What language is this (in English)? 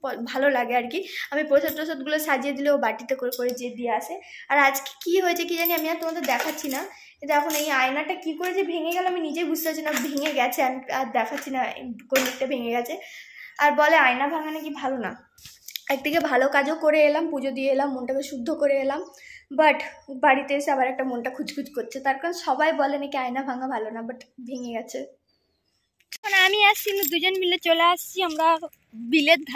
Bangla